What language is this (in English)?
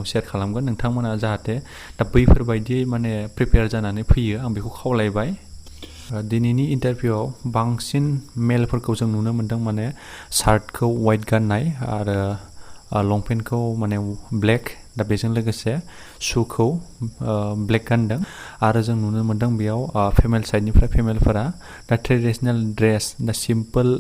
Bodo